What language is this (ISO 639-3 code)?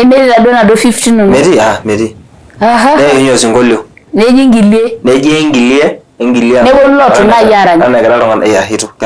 mas